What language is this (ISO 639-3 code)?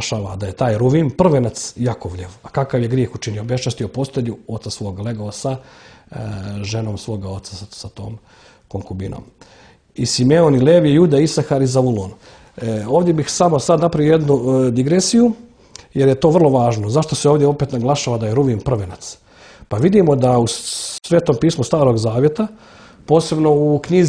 srp